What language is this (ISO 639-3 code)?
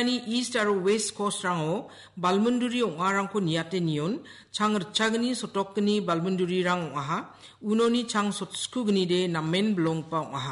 grt